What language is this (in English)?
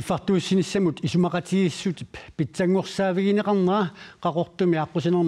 Kalaallisut